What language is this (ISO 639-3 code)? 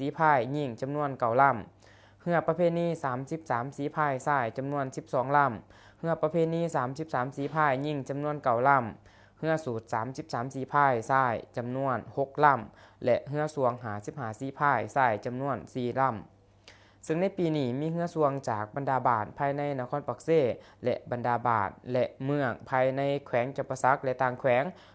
lao